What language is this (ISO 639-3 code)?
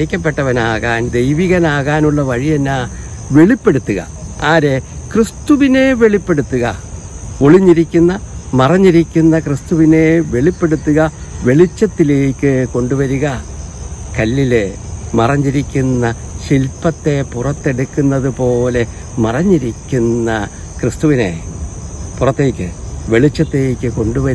mal